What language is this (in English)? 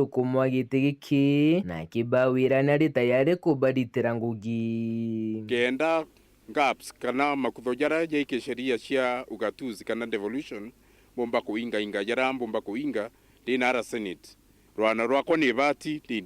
Meru